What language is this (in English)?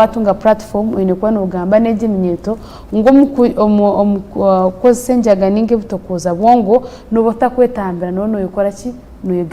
Nyankole